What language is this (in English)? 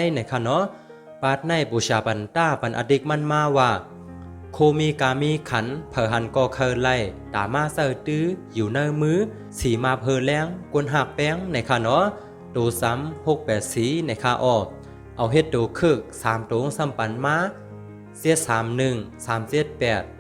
Shan